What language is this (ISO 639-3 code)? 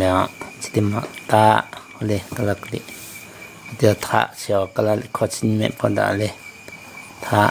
lhu